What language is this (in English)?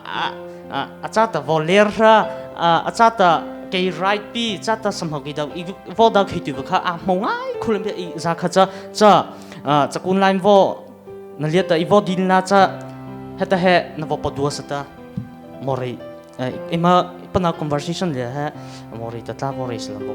Mara Chin